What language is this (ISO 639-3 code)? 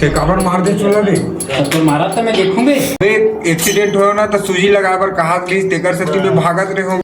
hne